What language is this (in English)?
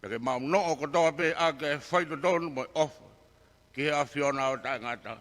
Tongan